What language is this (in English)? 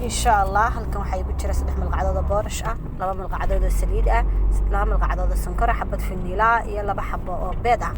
Somali